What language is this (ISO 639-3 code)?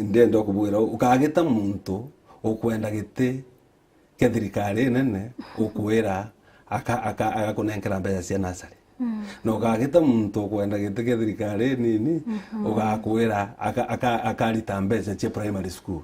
mer